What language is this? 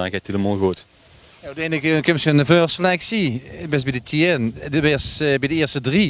Limburgish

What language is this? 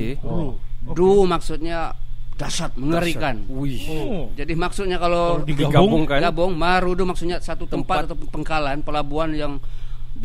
Malay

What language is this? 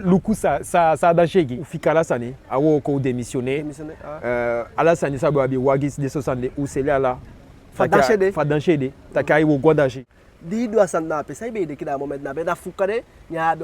Eastern Maroon Creole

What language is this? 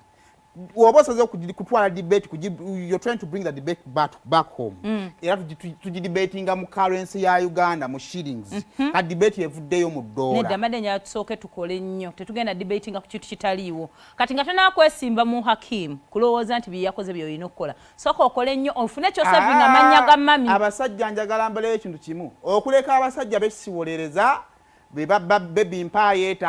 Ganda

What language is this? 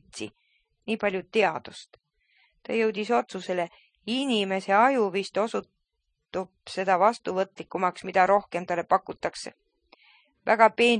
Estonian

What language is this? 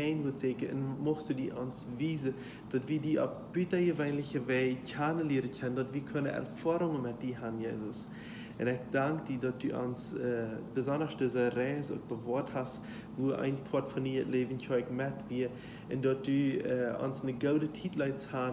Plautdietsch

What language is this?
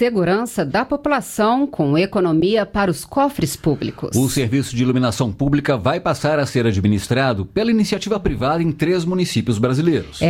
Portuguese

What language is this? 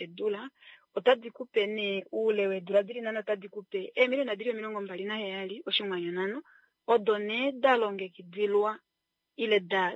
Kuanyama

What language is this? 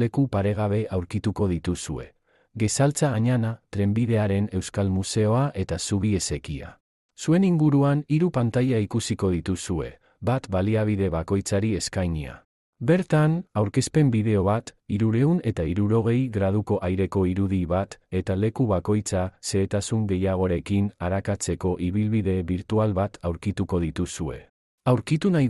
Basque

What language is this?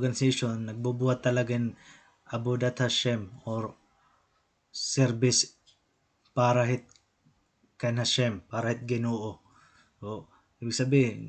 Waray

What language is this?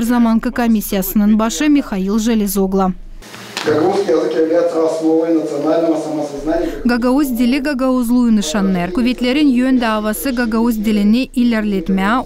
Gagauz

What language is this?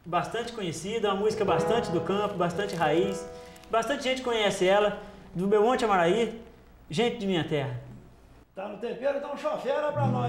Portuguese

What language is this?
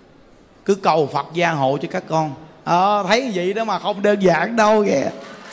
Vietnamese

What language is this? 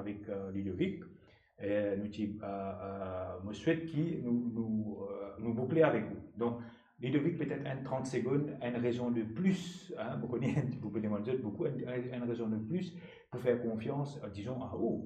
Morisyen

